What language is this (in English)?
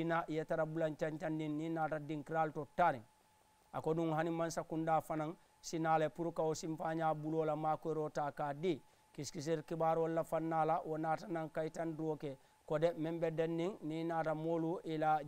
Mandingo